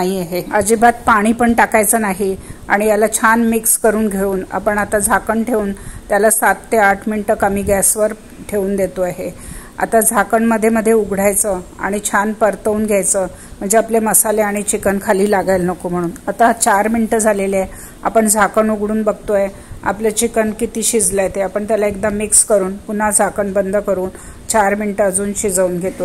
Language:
Marathi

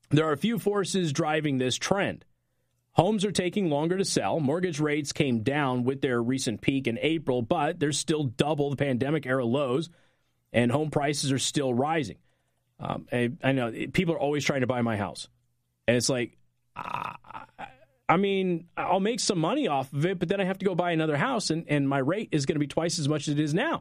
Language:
English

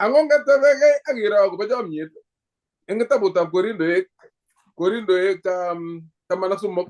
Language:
Kalenjin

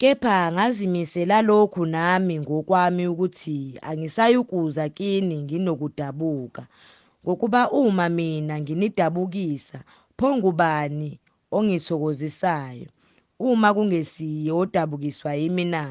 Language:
Zulu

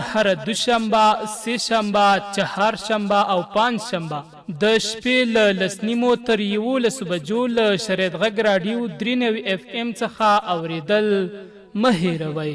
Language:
Pashto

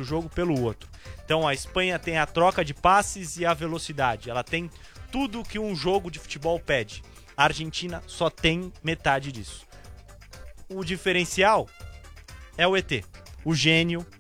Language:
Portuguese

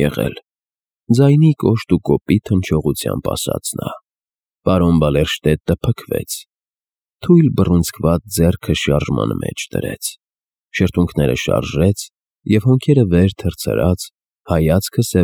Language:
Armenian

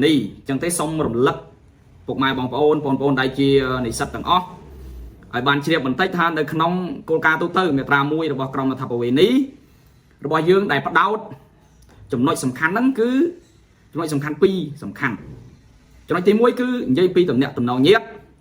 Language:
Khmer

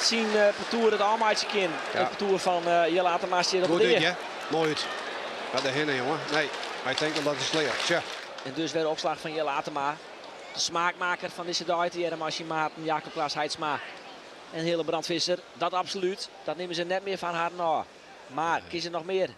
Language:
Western Frisian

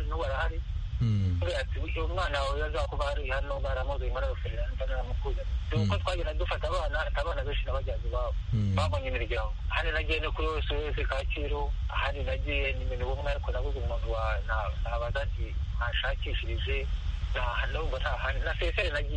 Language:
Kinyarwanda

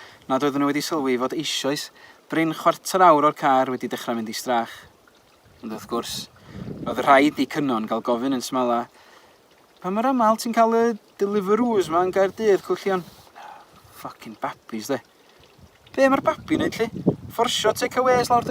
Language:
Welsh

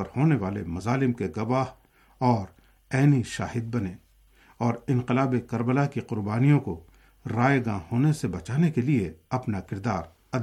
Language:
Urdu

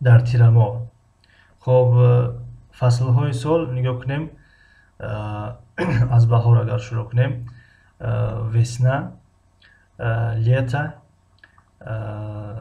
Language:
Tajik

